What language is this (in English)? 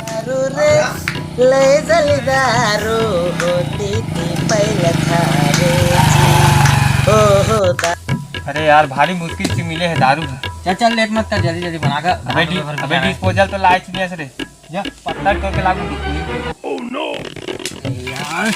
Chhattisgarhi